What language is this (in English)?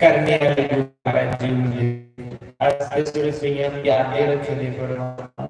Dogri